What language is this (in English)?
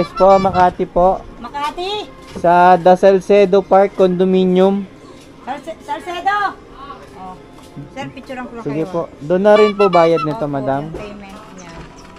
Filipino